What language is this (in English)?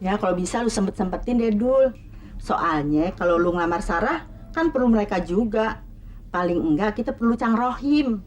Betawi